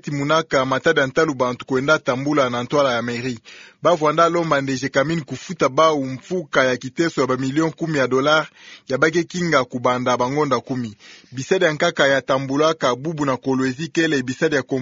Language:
Kituba (Democratic Republic of Congo)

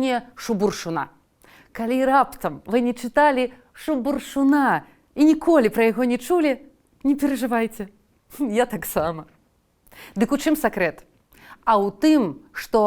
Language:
Belarusian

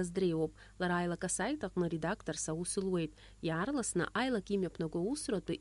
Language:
Abkhazian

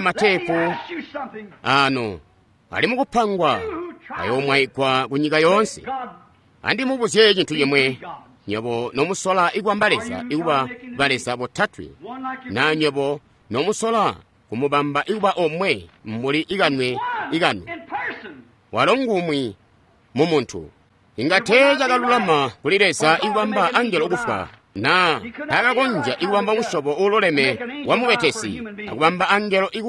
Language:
Tonga (Zambia)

